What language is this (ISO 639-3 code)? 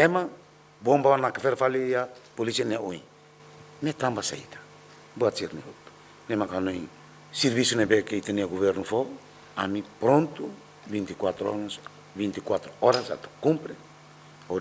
tet